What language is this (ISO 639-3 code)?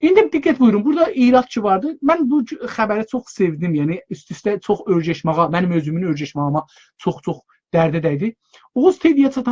azb